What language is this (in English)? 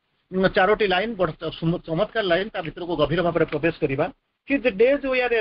Odia